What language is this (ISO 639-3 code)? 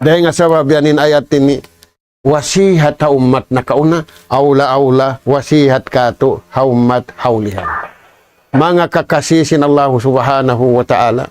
tsg